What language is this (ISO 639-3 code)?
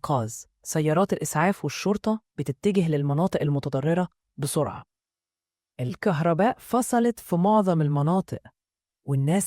arz